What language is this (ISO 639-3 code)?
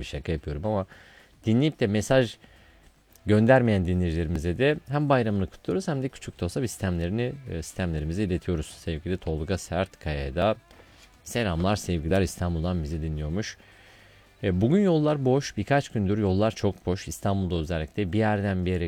tur